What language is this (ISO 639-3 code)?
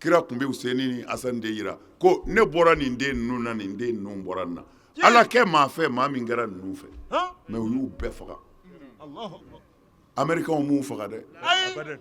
bam